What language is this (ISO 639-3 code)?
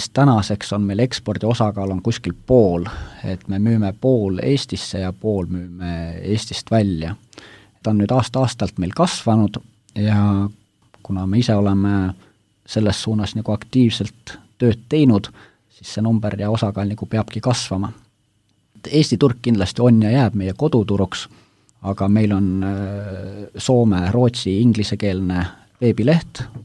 est